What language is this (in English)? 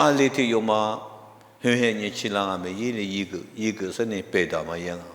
Lisu